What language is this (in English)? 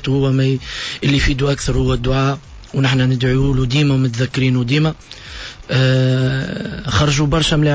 Tunisian Arabic